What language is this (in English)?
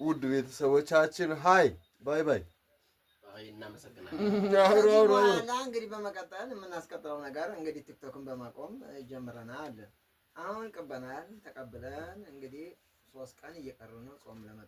Amharic